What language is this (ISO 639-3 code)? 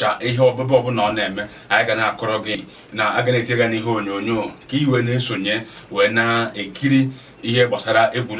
ibo